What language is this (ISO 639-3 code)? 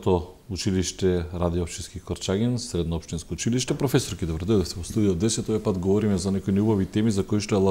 mkd